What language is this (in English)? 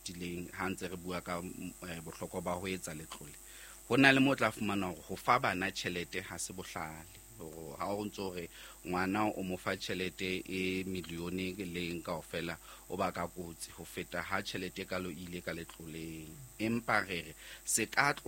Southern Sotho